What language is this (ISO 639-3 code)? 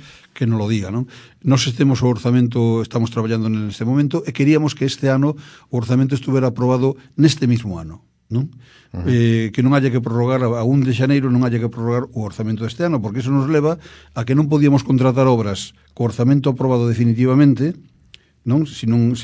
glg